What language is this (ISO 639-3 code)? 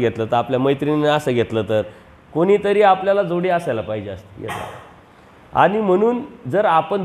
mar